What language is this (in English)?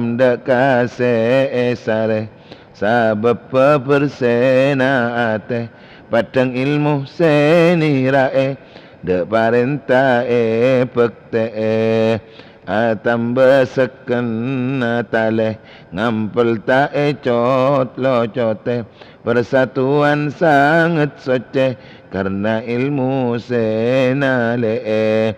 Madurese